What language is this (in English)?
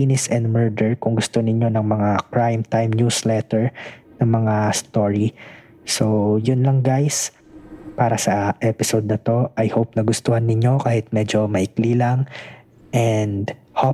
Filipino